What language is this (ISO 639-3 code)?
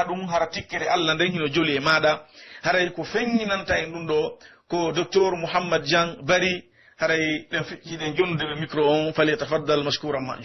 fuf